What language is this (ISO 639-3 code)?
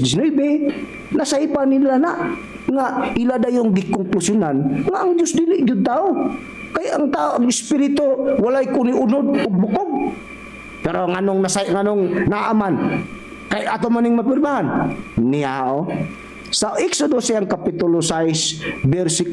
ceb